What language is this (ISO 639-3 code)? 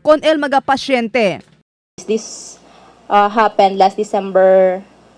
cbk